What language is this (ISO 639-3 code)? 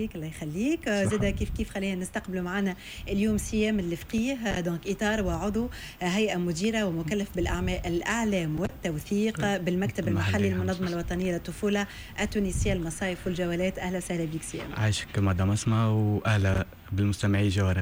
aeb